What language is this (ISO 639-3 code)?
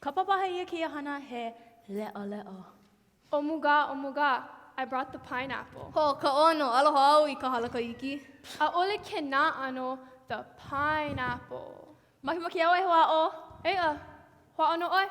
haw